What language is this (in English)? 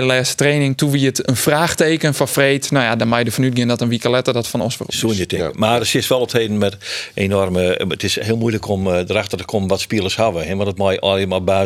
Western Frisian